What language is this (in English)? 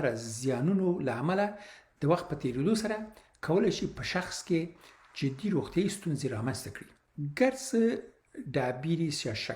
Pashto